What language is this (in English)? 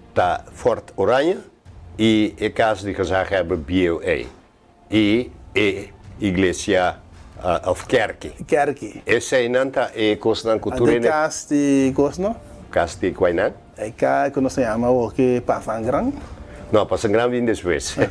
Papiamento